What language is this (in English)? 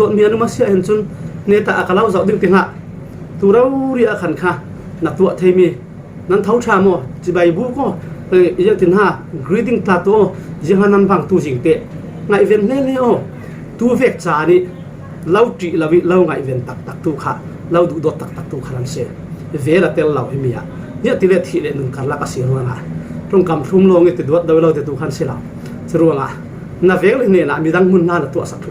Falam Chin